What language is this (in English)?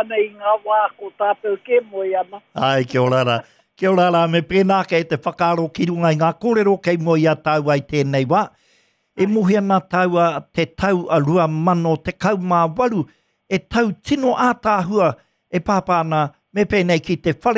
Māori